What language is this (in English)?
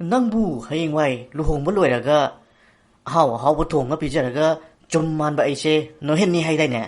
Manipuri